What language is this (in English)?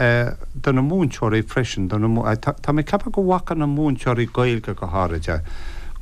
Irish